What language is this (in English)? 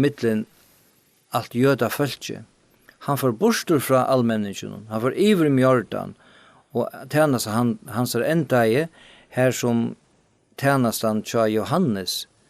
Faroese